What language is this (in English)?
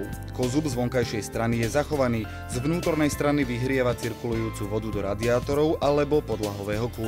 Slovak